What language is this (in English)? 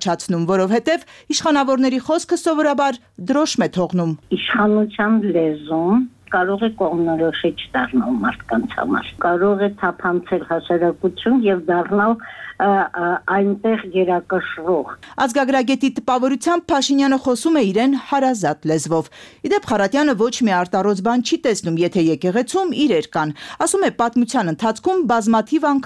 Armenian